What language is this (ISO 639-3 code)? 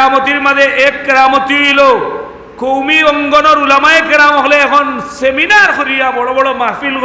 syl